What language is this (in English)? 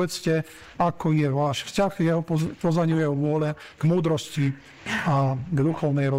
Slovak